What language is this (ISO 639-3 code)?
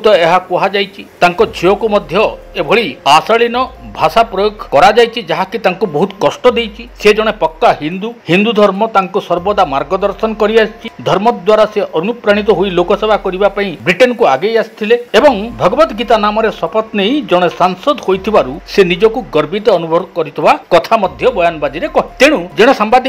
ori